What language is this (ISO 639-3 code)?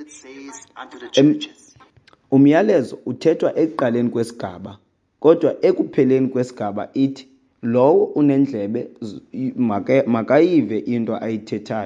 xho